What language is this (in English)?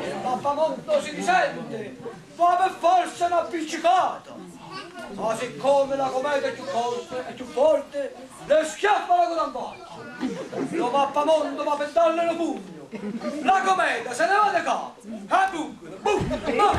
Neapolitan